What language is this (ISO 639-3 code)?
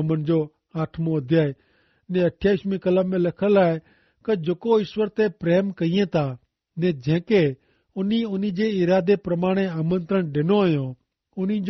kfr